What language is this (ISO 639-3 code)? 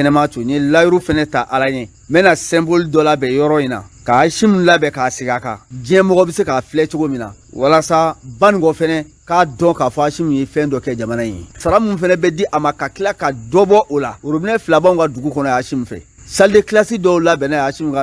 bam